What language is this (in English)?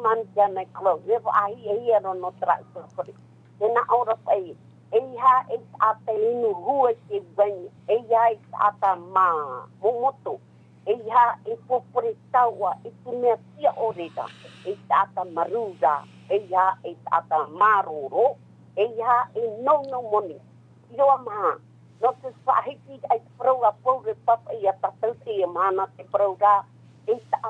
Tahitian